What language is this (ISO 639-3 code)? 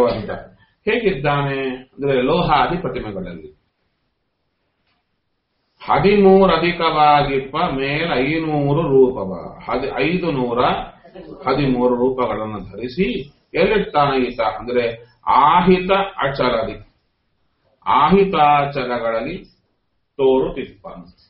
kan